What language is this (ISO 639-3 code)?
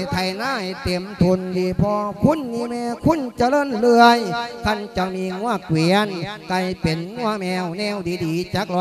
lao